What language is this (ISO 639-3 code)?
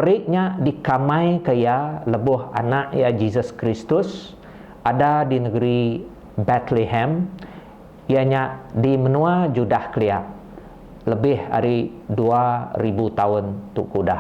iba